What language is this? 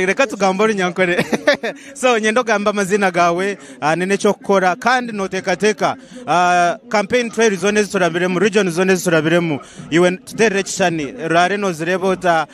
Nyankole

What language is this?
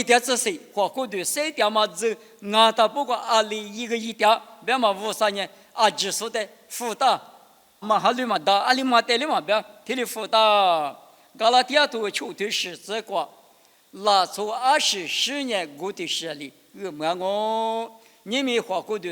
Lisu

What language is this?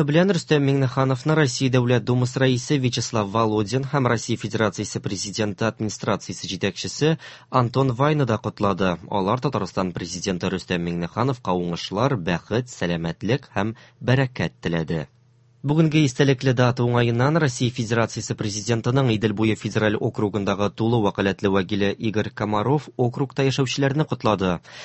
Tatar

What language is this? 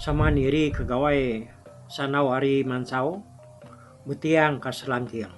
Iban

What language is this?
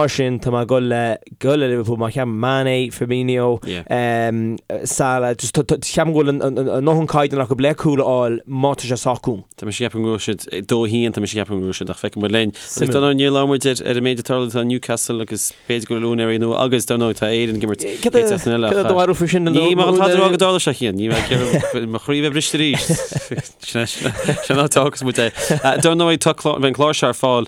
Irish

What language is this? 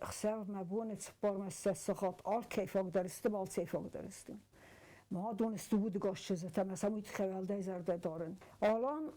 Ossetic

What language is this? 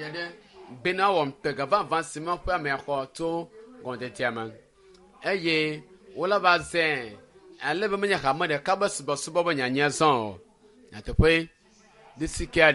Ewe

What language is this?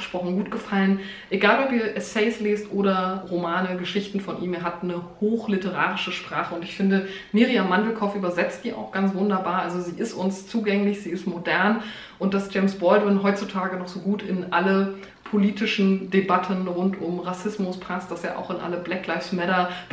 German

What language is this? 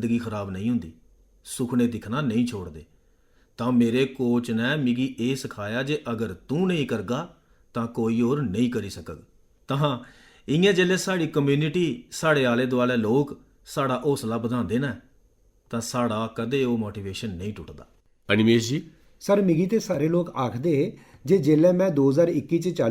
Dogri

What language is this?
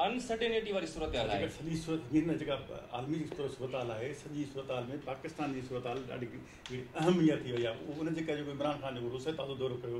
Sindhi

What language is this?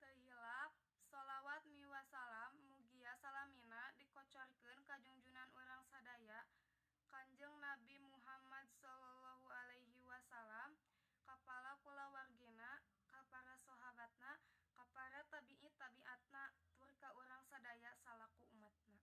Sundanese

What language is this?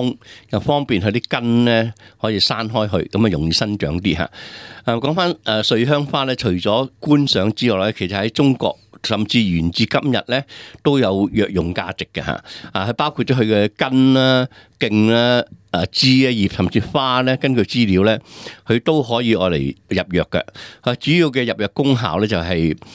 Cantonese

